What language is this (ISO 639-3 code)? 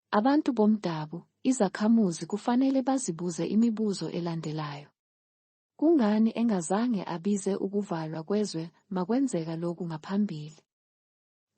zul